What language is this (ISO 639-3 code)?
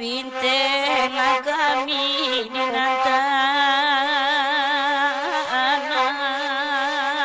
min